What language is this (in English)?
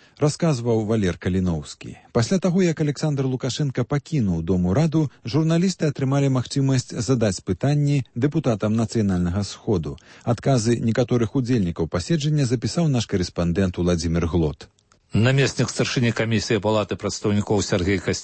Belarusian